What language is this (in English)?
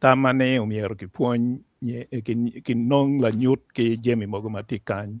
Acoli